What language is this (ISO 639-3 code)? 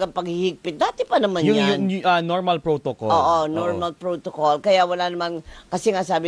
fil